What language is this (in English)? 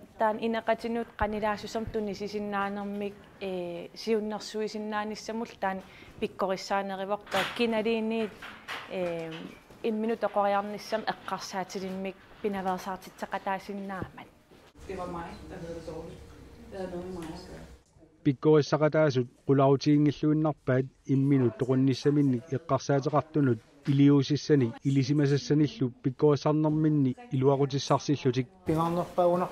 Kalaallisut